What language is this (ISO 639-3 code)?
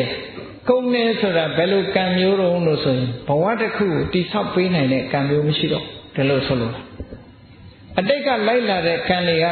mya